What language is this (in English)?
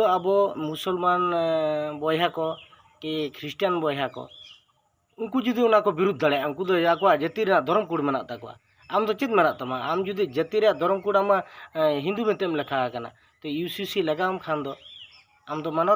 Santali